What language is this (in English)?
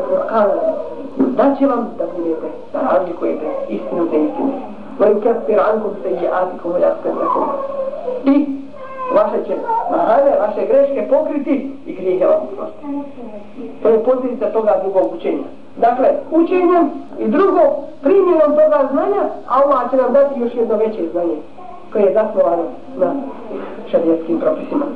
Bosnian